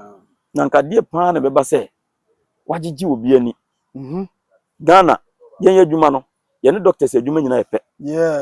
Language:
Akan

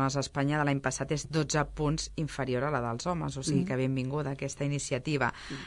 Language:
Catalan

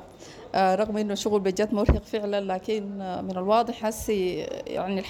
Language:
Sudanese Arabic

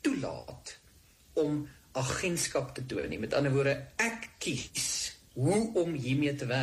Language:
Afrikaans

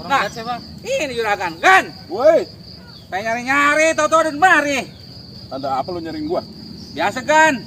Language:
Betawi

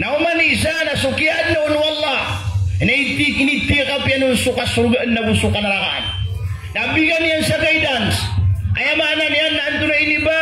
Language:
Maranao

